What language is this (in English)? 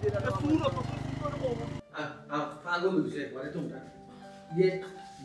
Sylheti